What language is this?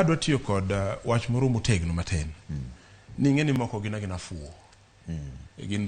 Luo (Kenya and Tanzania)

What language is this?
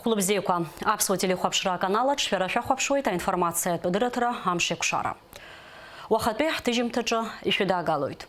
Abkhazian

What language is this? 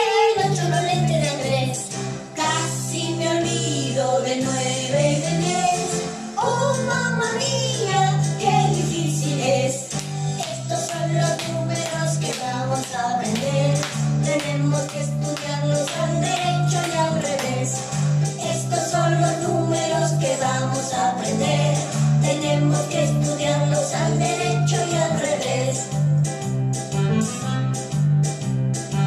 Spanish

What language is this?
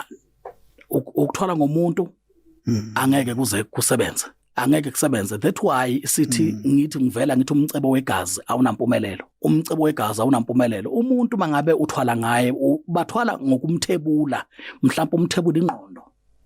Zulu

